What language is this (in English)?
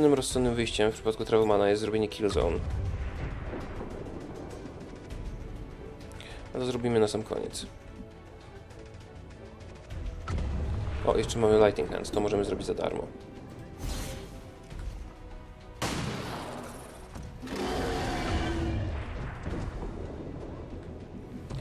Polish